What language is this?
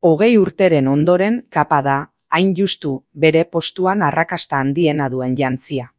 Basque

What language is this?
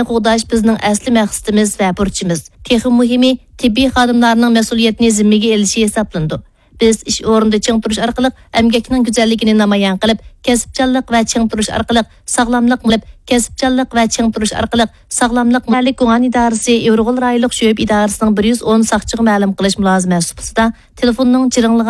Uyghur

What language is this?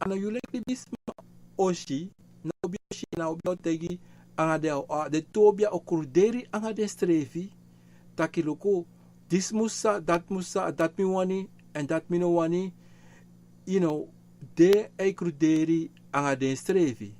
Sranan Tongo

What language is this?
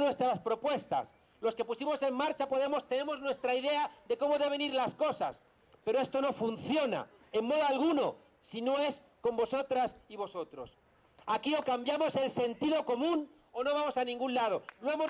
Spanish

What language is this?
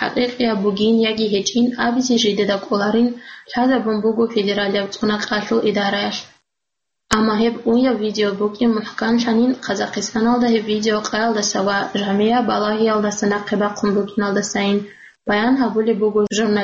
Avaric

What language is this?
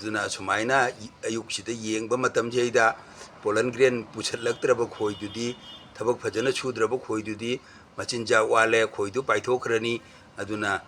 Manipuri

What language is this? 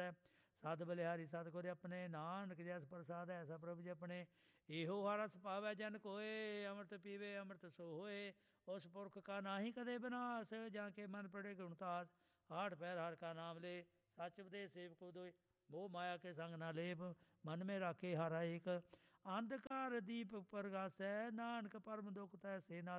Punjabi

